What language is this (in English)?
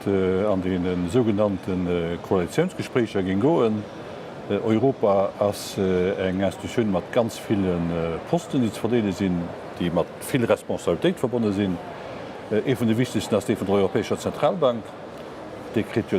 Luxembourgish